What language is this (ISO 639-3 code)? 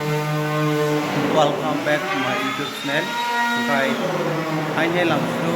trp